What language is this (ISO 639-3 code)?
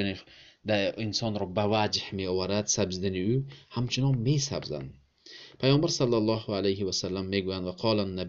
tgk